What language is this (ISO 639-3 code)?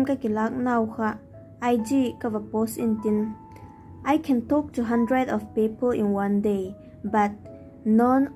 vap